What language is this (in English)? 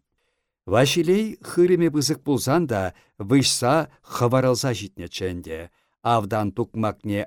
Chuvash